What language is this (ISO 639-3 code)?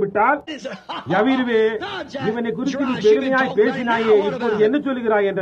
tam